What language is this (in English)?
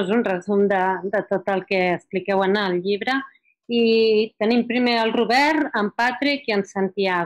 Catalan